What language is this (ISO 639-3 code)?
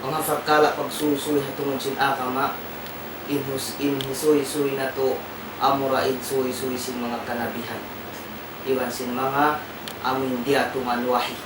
tsg